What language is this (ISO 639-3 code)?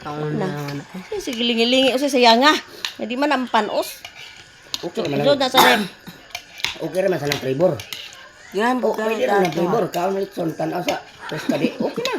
ceb